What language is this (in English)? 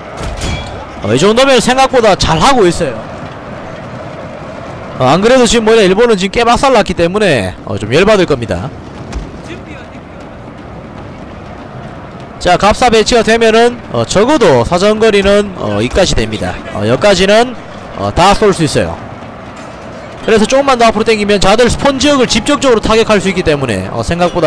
Korean